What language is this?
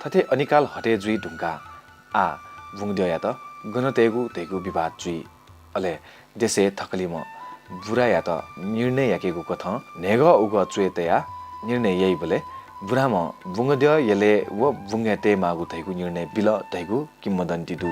Newari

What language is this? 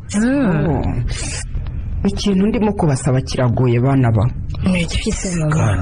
Kinyarwanda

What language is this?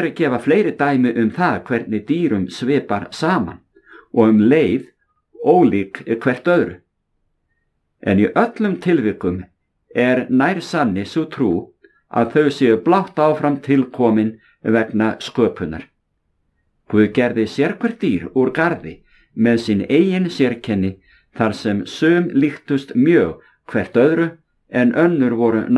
Icelandic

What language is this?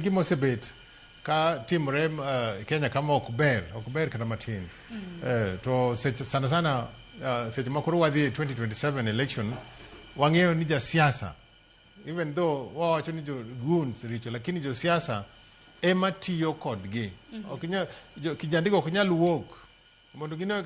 Luo (Kenya and Tanzania)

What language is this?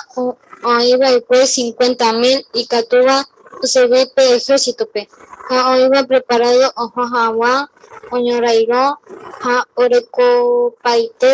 Guarani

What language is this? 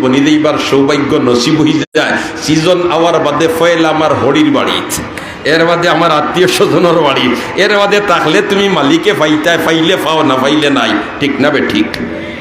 Sylheti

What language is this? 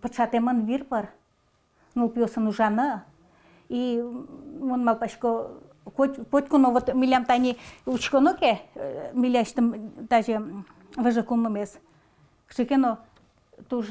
Udmurt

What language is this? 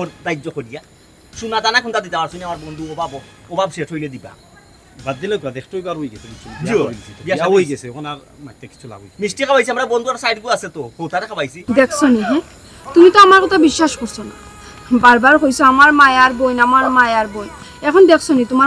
Sylheti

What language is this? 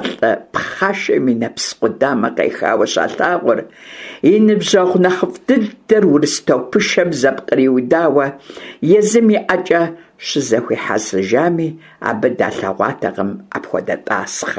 Kabardian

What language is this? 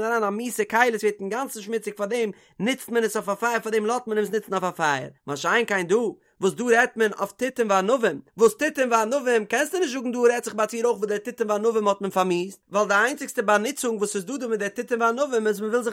Yiddish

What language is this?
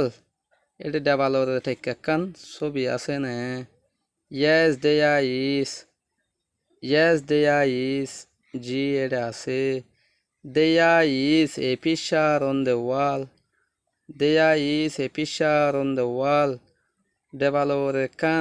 Rohingya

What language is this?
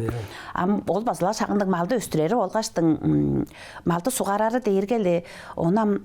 Tuvinian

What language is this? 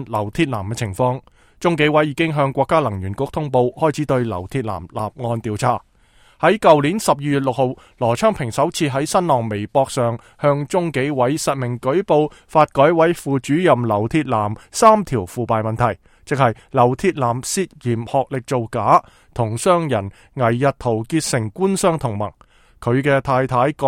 Cantonese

